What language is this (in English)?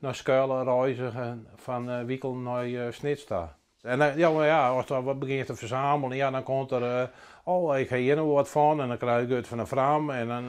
Western Frisian